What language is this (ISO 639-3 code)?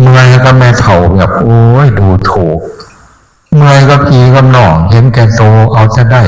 tts